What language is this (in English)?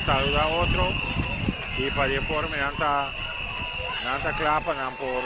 Papiamento